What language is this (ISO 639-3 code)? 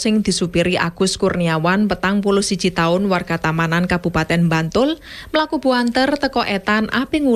jav